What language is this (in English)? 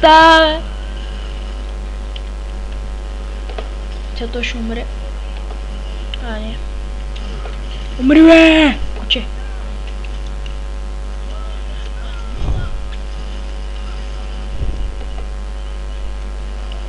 Bulgarian